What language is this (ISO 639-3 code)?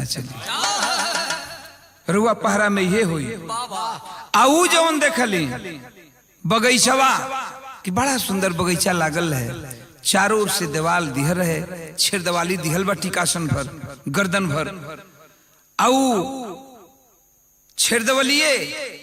bho